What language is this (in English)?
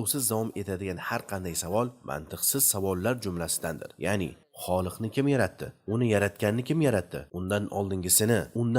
Uzbek